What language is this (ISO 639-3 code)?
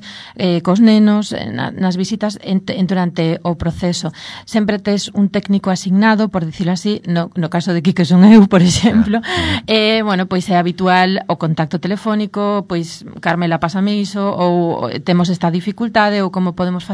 glg